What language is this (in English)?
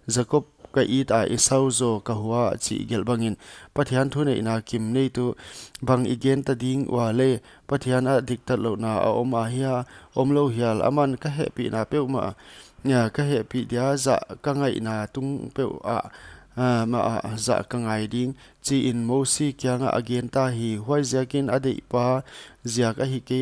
Paite Chin